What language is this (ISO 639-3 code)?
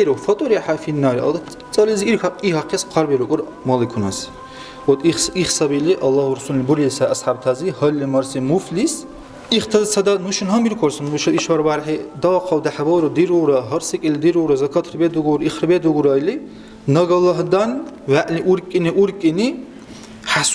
dar